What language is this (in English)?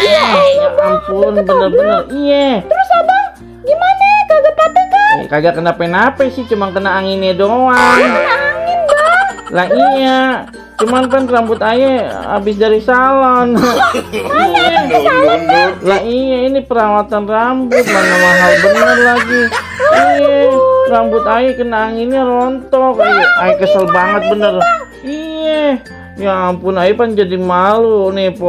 Betawi